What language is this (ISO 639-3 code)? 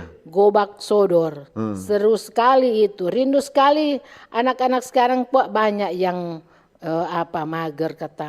xmm